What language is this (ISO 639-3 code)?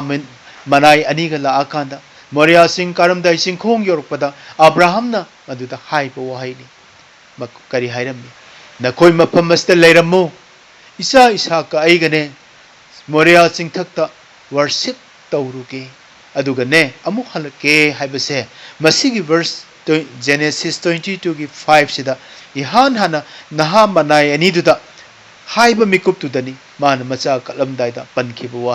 mni